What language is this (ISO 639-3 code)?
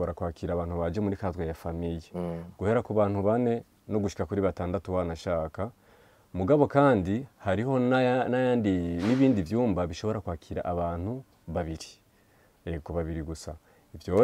run